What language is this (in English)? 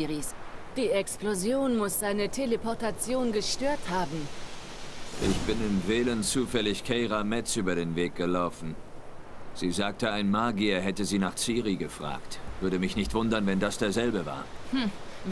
German